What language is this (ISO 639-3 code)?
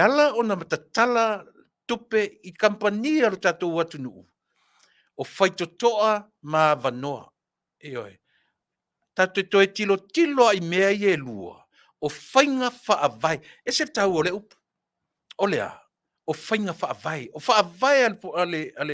smo